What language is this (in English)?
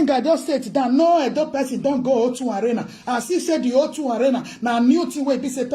Nigerian Pidgin